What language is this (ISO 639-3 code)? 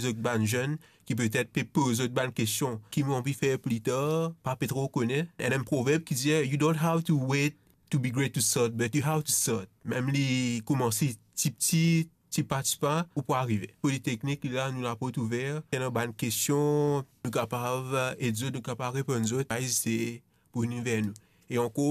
mfe